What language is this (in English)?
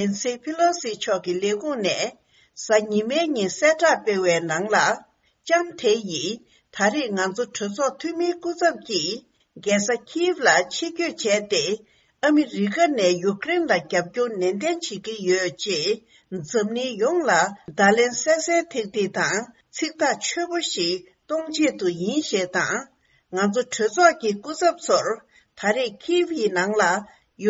Tibetan